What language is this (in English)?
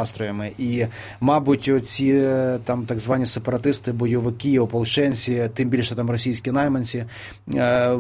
Ukrainian